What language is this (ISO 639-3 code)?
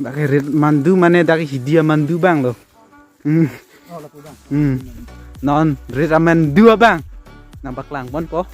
mjw